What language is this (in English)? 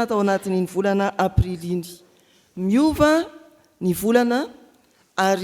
Malagasy